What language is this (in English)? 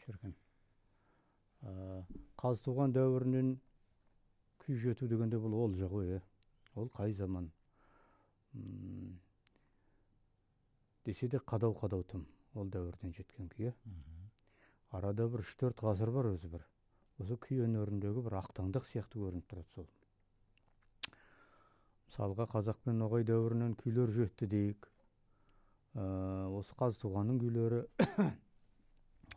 Kazakh